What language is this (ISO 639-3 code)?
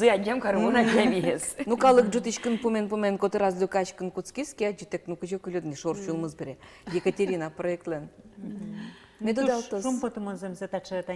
udm